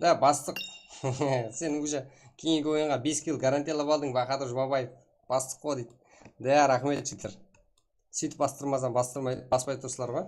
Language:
Kara-Kalpak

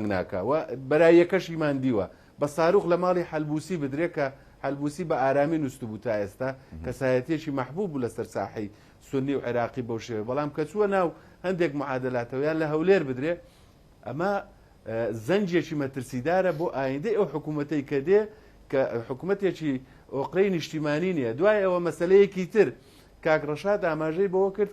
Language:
Central Kurdish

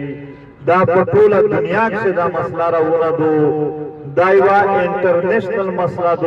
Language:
Pashto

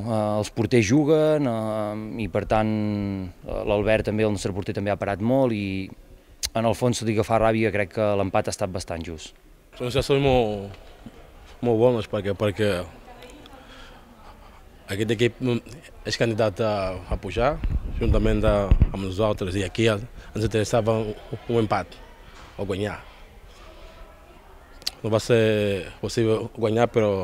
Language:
Catalan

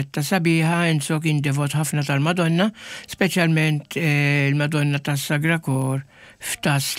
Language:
Maltese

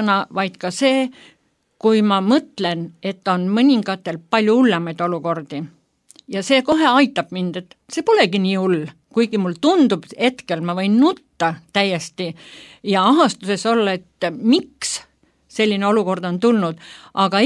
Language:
Estonian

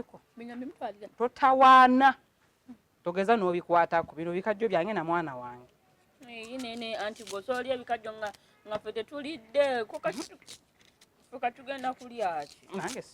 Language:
Ganda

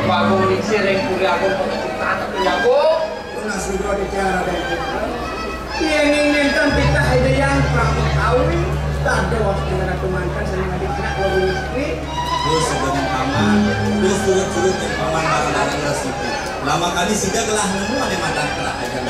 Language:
Balinese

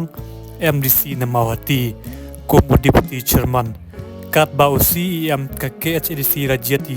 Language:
Khasi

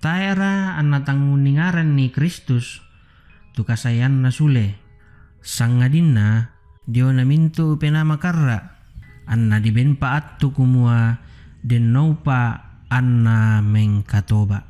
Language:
Toraja-Sa'dan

